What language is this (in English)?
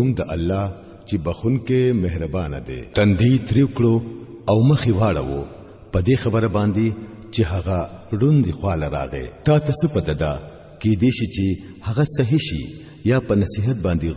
Pashto